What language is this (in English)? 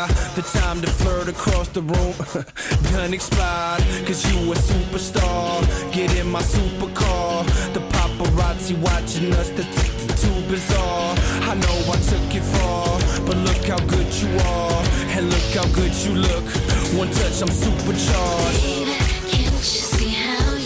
English